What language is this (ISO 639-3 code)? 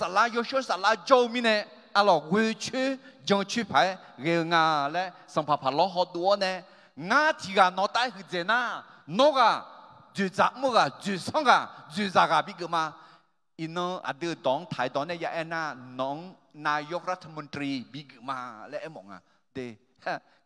ahk